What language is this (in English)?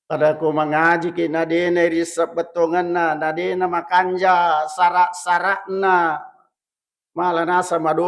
Buginese